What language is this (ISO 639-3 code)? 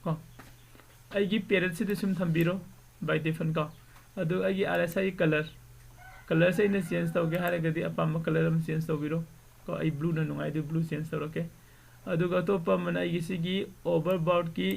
mni